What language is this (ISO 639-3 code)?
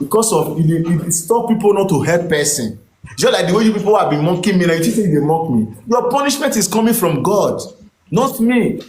pcm